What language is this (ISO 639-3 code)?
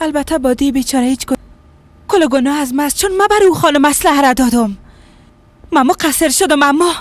fas